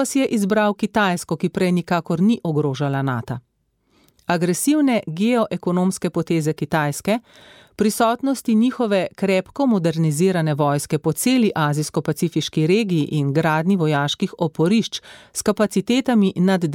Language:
Slovenian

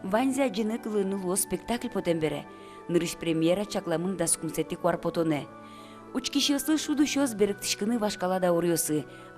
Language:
Udmurt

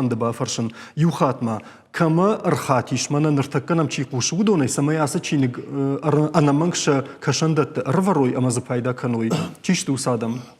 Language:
Ossetic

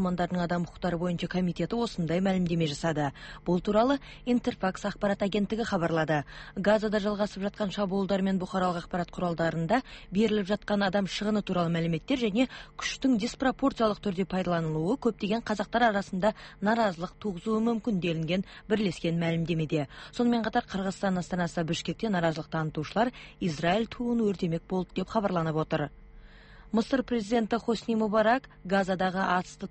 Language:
Kazakh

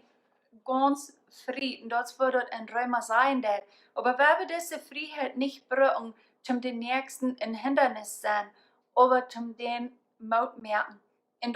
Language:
Plautdietsch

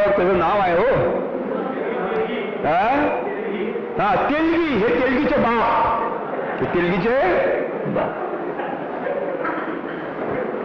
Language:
Marathi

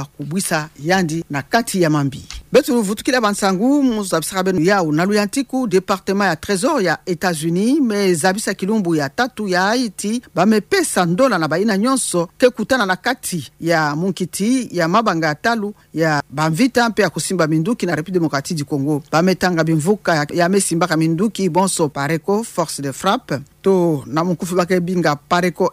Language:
Kituba (Democratic Republic of Congo)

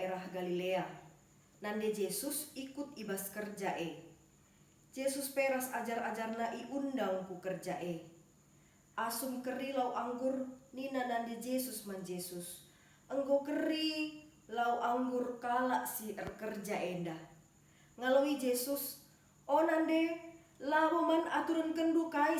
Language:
Batak Karo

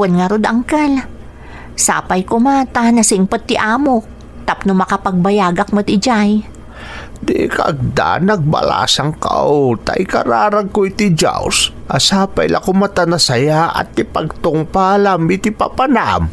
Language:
Iloko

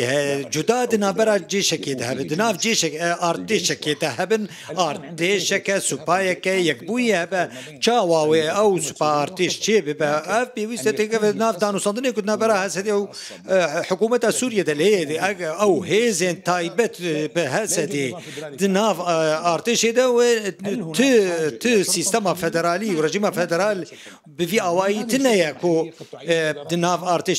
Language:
Kurdish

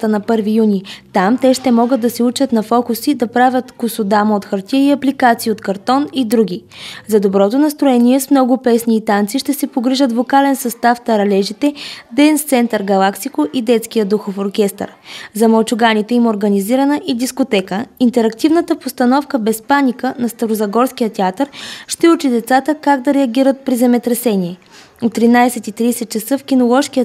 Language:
Bulgarian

